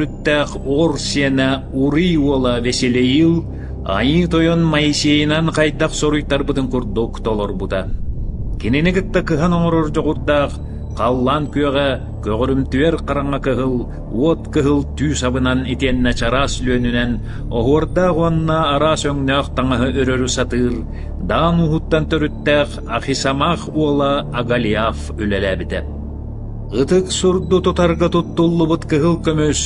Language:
Yakut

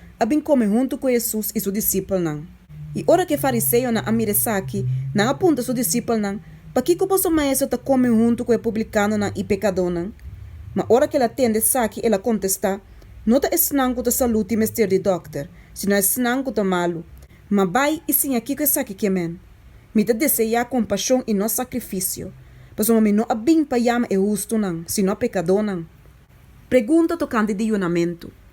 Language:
Papiamento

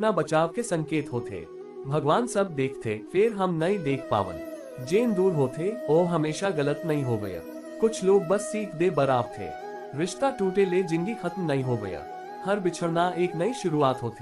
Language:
Chhattisgarhi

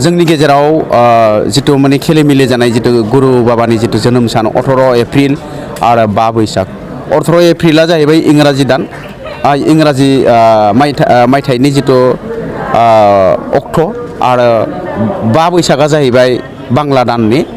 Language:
Bodo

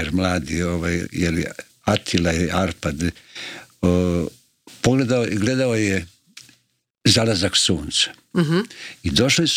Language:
Croatian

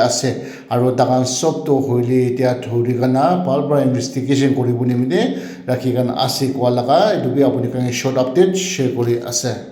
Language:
Naga Pidgin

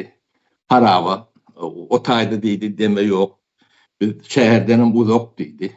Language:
Turkmen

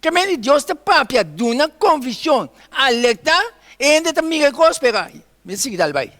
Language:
Papiamento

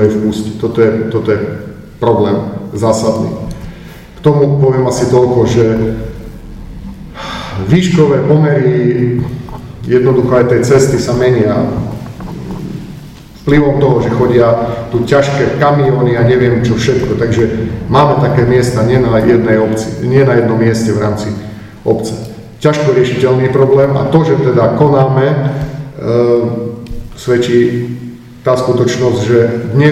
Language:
Slovak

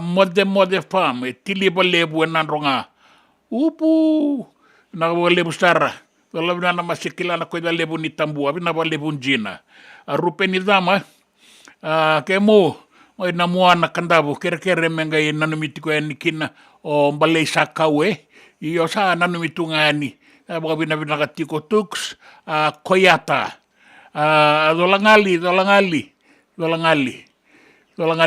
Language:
Fijian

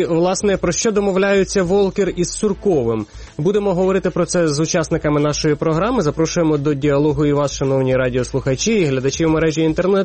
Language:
Ukrainian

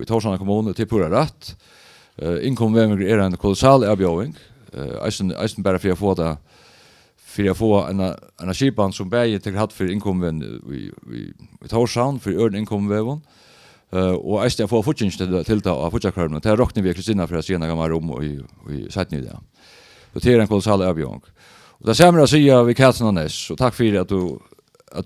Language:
Faroese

